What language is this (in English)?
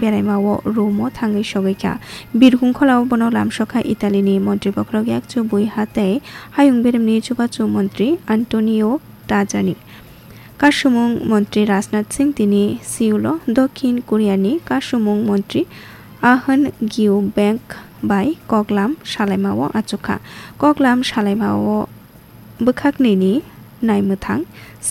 Kok Borok